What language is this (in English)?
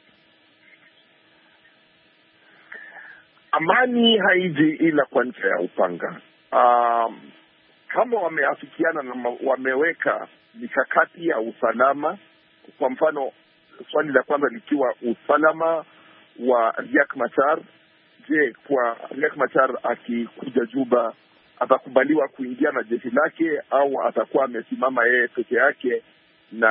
Swahili